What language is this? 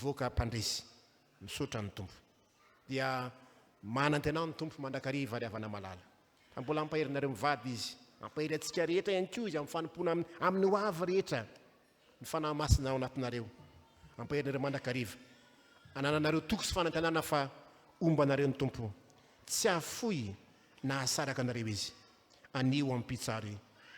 Malagasy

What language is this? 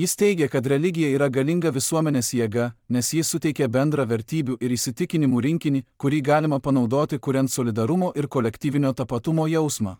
Lithuanian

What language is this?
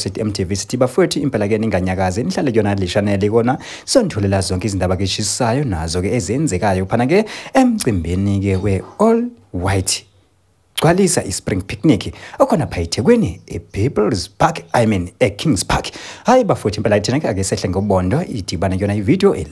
Zulu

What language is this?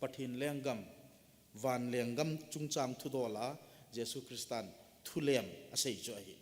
Thado Chin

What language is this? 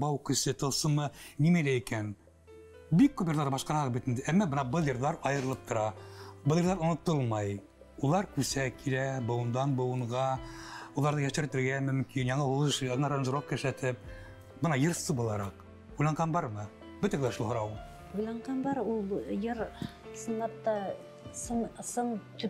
Bashkir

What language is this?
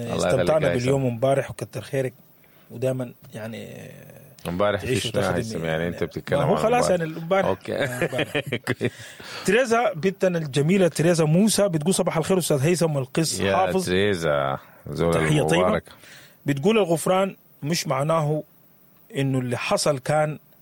Sudanese Arabic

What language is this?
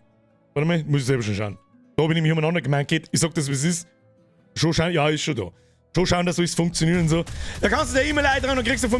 Bavarian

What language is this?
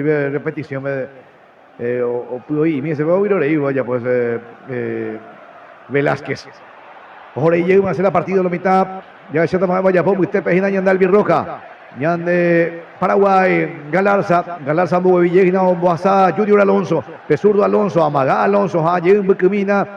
Guarani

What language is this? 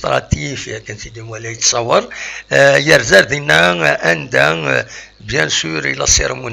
Kabyle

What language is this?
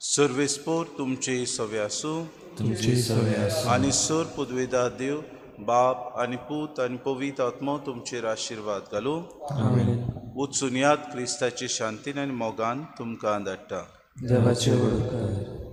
Konkani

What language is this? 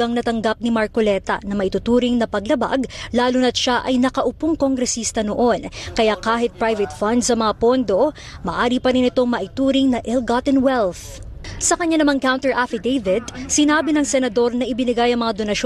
Filipino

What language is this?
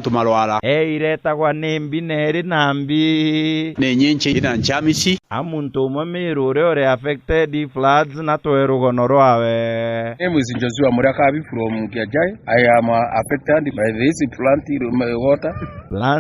Meru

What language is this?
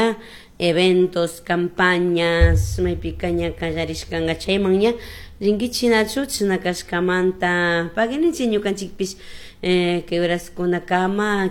Chimborazo Highland Quichua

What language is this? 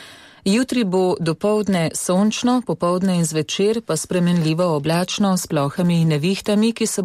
Slovenian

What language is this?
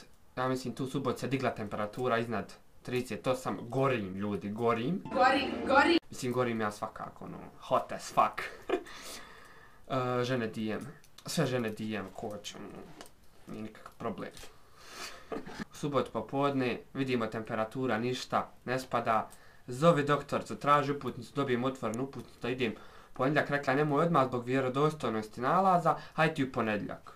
Bosnian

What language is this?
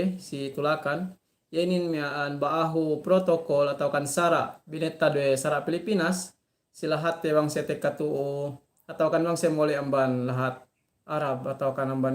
Yakan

